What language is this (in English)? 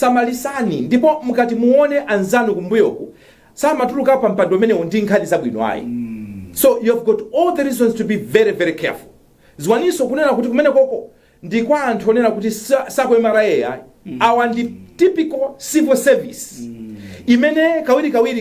Nyanja